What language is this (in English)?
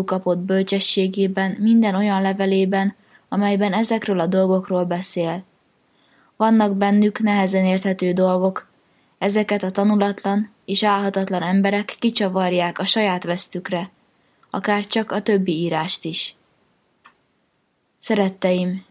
Hungarian